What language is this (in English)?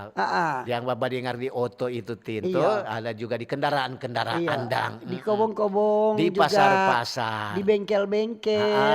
Manado Malay